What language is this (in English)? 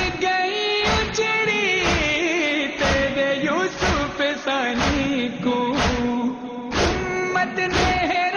Urdu